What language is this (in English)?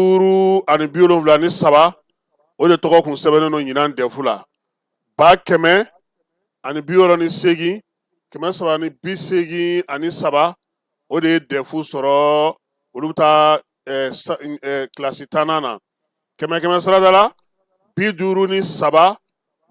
Bambara